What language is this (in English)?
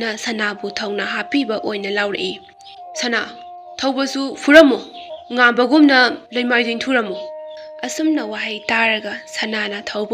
Manipuri